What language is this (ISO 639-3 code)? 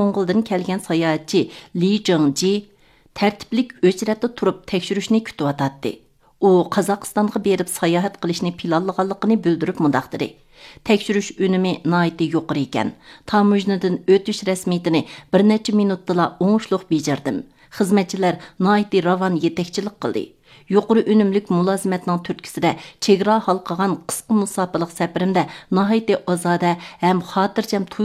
uig